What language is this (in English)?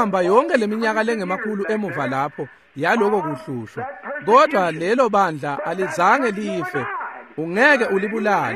Swati